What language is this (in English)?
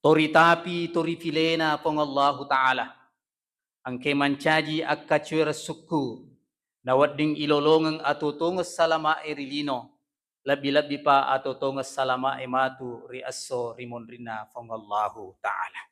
Buginese